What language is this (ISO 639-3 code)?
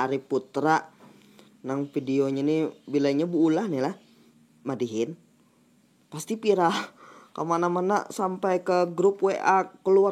bjn